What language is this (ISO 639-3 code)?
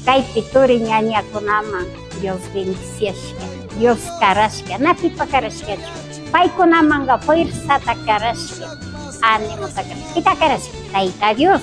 qvi